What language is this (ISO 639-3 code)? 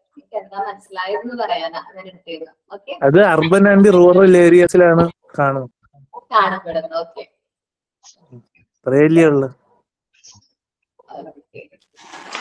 mal